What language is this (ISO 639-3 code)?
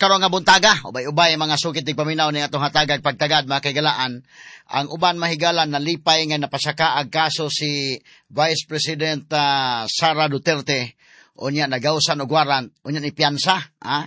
ceb